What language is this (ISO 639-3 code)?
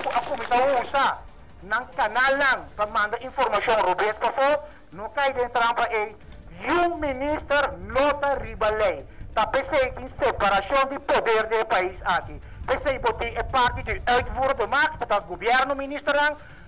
pap